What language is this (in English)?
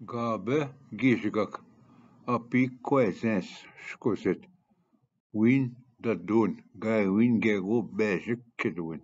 Ojibwa